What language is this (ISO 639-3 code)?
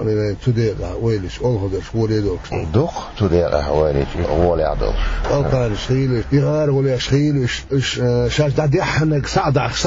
che